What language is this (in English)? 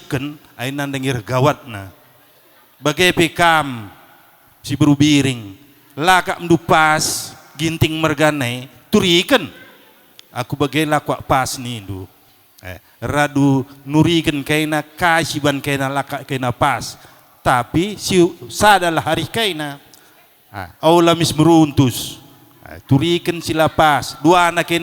Batak Karo